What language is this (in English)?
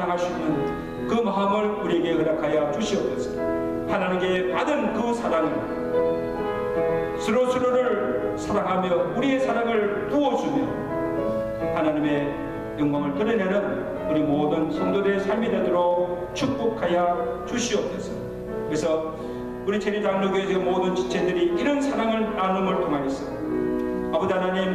Korean